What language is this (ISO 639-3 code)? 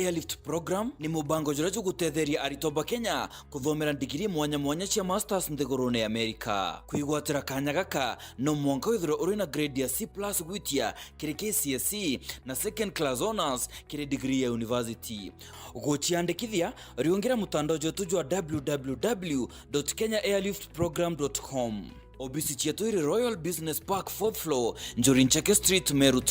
mer